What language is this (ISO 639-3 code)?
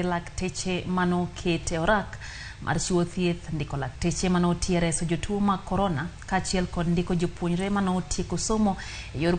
luo